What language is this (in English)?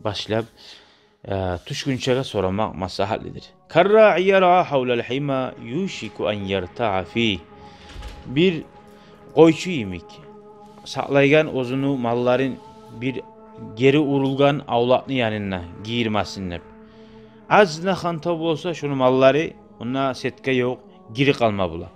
Kumyk